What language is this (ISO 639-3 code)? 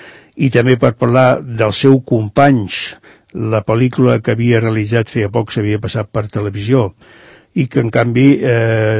cat